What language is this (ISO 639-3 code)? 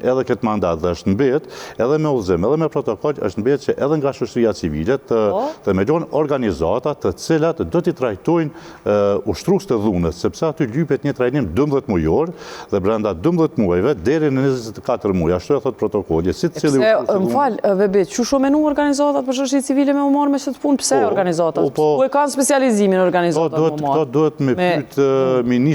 sqi